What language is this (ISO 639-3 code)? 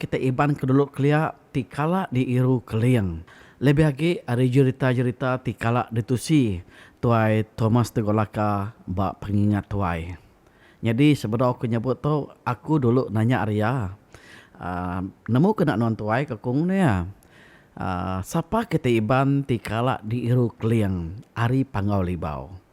iba